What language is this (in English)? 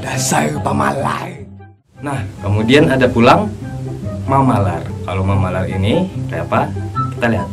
Banjar